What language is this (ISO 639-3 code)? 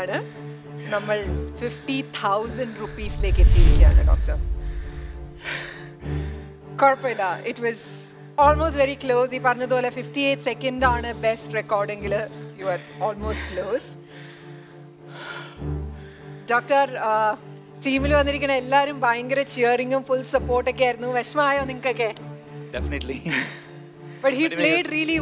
mal